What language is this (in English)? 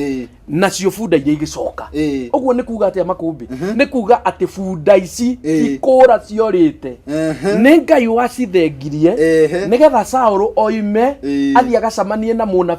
Kikuyu